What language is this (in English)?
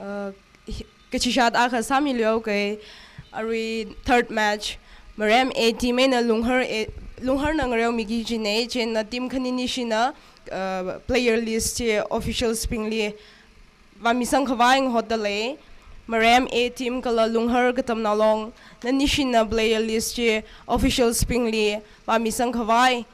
Tangkhul Naga (India)